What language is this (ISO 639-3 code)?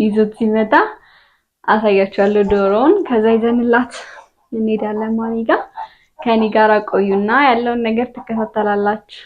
amh